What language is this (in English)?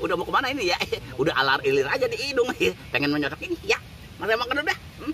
Betawi